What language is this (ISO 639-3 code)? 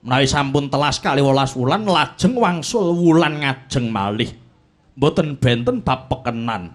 jav